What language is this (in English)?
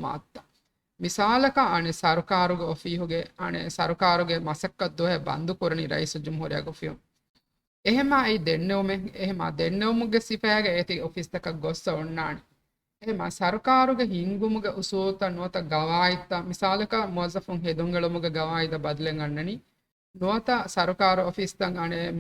Divehi